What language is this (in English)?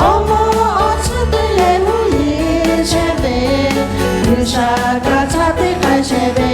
Lahu